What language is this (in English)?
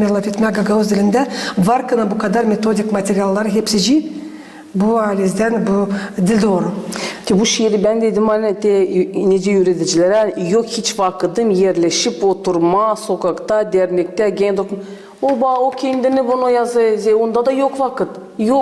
Gagauz